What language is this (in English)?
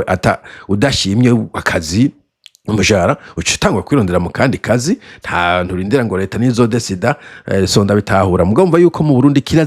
Rundi